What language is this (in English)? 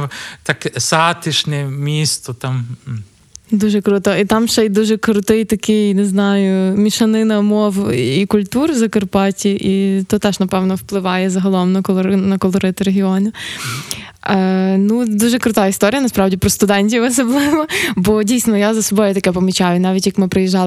Ukrainian